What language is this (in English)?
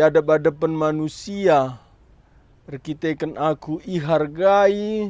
Batak Karo